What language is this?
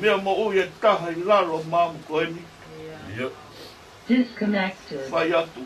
Tongan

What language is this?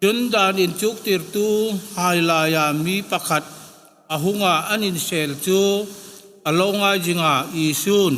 Hmar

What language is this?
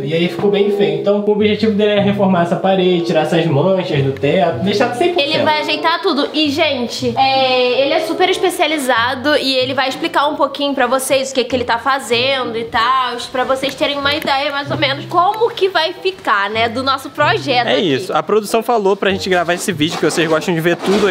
Portuguese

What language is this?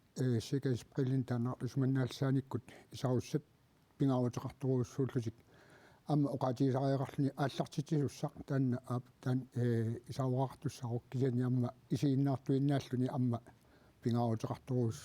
Kalaallisut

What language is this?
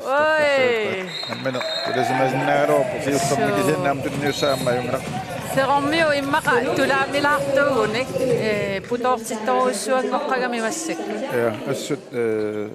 Kalaallisut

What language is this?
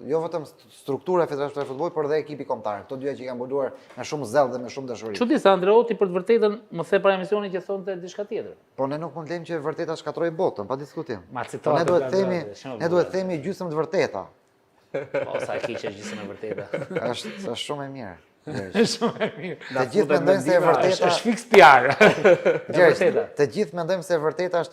Albanian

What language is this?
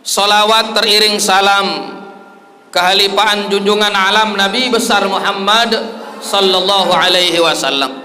Sasak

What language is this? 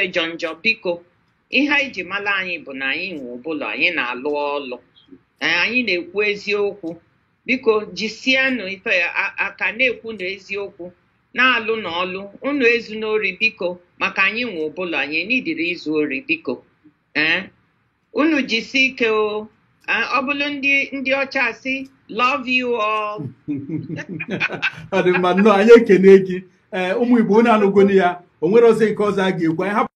Igbo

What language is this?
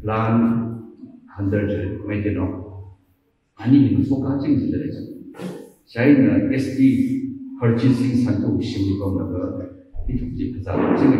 Tangkhul Naga (India)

